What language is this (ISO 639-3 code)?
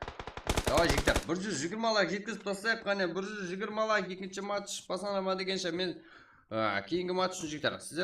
kaa